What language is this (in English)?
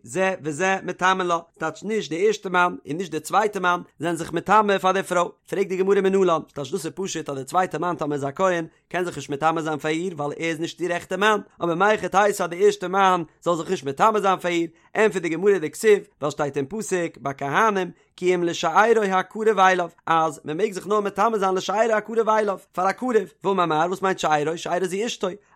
Yiddish